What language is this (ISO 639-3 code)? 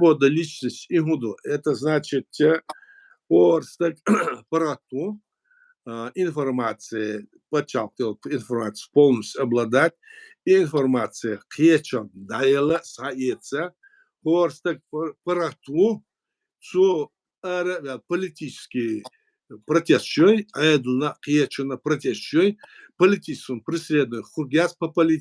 che